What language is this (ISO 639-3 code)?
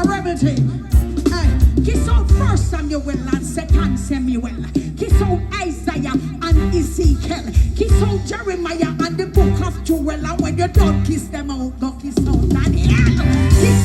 jam